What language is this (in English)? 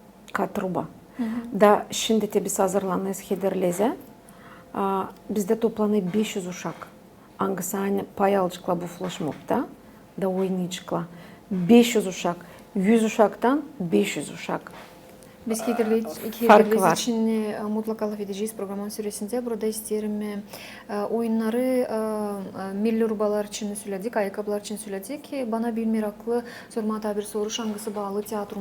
Gagauz